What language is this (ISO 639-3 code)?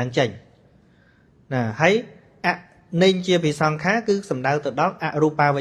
khm